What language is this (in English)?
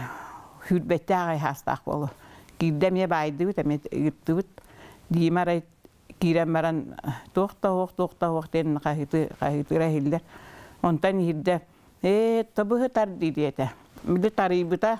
Yakut